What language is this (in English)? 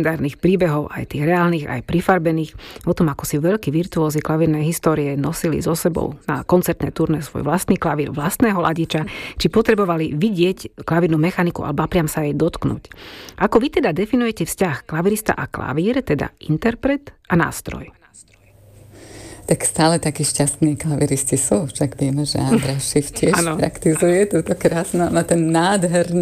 Slovak